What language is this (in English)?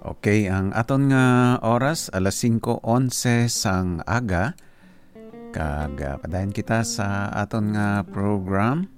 Hiligaynon